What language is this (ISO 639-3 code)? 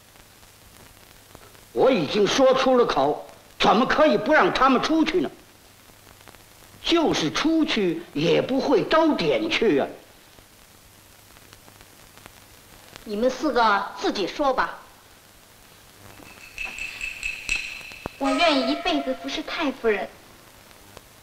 zho